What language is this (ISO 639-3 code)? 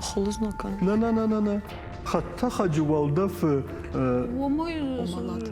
oss